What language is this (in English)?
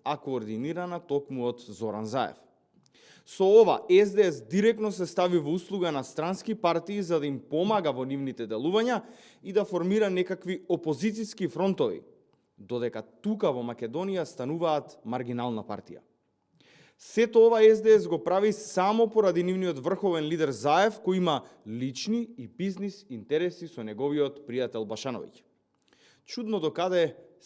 Macedonian